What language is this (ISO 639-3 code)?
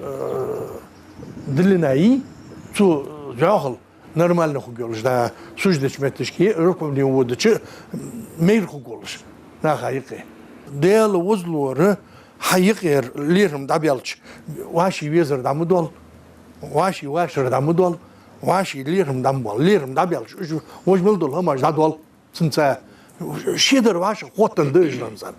inh